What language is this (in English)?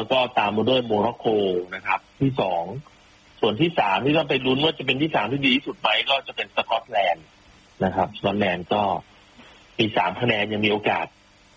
Thai